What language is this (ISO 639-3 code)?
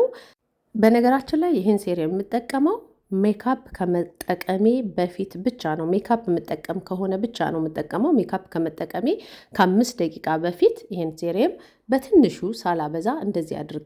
amh